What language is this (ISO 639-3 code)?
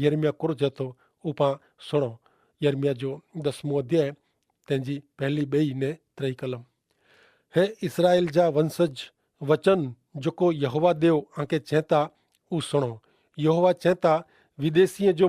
kfr